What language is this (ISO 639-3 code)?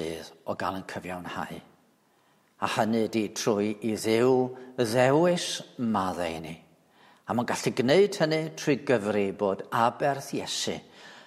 cym